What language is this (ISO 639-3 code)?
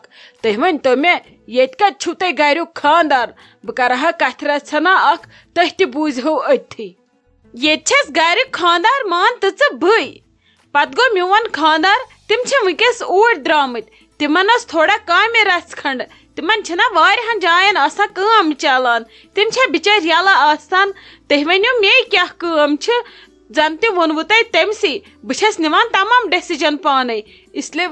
kas